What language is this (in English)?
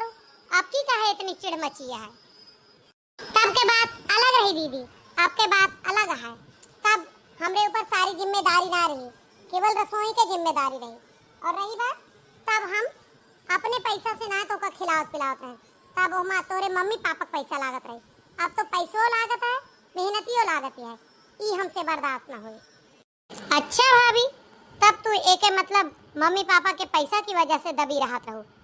Awadhi